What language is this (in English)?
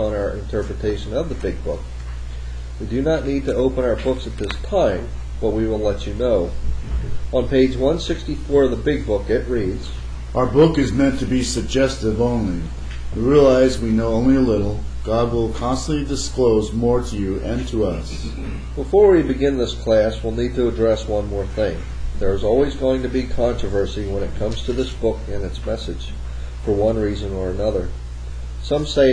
English